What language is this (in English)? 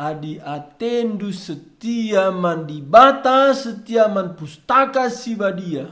Batak Karo